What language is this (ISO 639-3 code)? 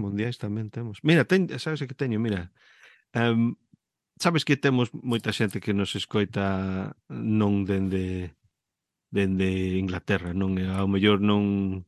glg